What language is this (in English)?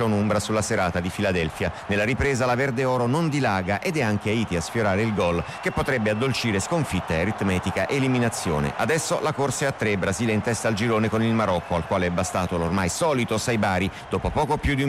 Italian